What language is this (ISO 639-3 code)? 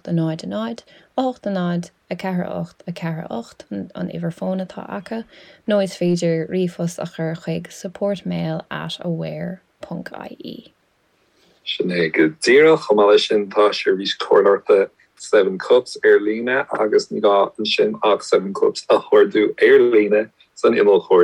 gle